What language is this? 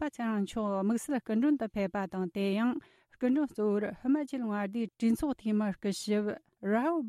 Tibetan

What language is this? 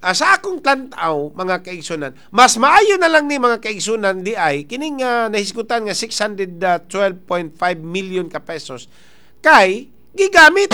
Cebuano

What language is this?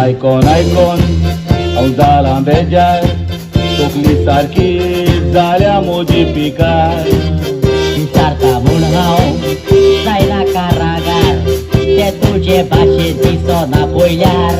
Konkani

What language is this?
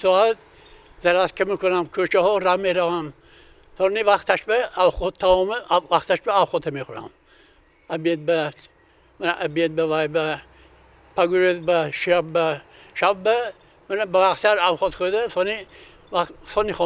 Tajik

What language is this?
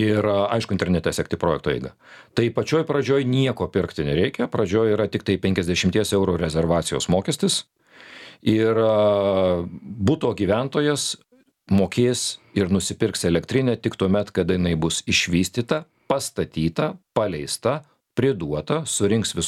Lithuanian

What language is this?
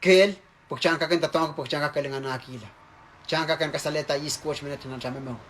Pohnpeian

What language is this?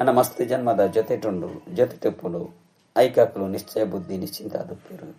Tulu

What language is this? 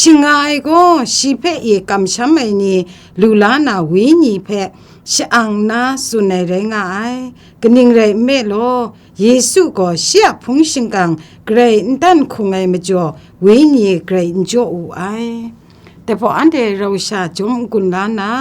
Kachin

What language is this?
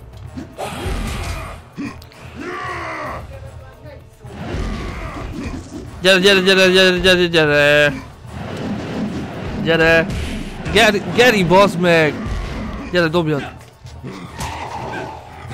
Hungarian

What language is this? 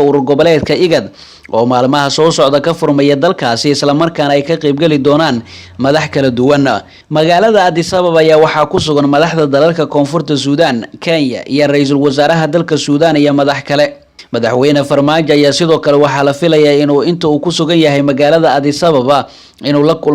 Somali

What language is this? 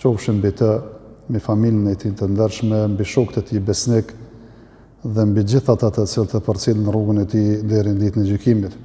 Albanian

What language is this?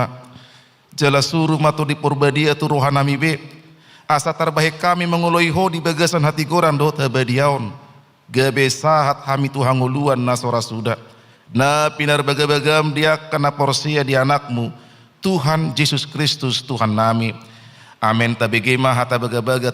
Batak Toba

